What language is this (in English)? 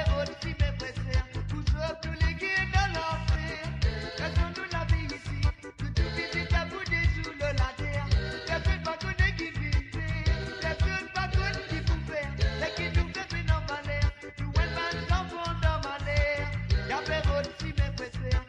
Morisyen